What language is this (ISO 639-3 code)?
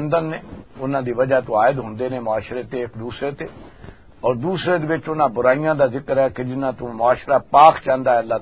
lah